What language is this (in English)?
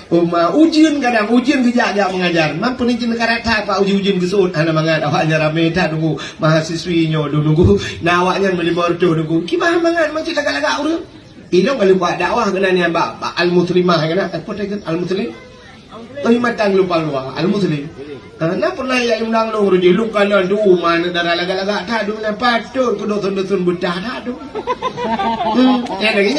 Achinese